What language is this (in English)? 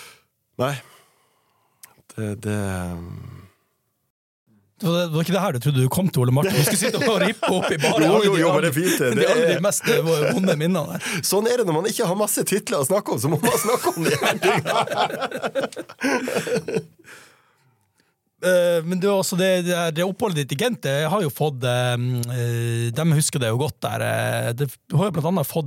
Norwegian